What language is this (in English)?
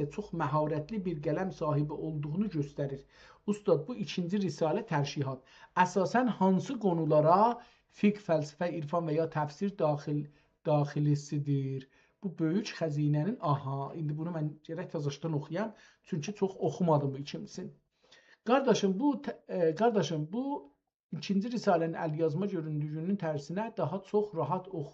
South Azerbaijani